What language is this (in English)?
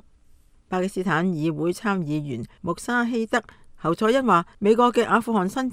Cantonese